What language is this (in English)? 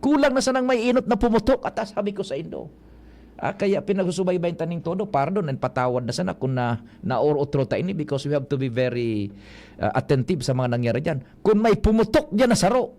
Bikol